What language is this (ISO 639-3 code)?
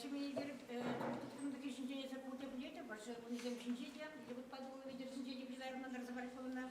chv